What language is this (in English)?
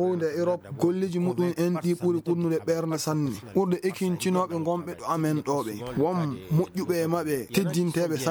Fula